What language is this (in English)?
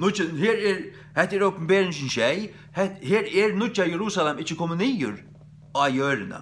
Faroese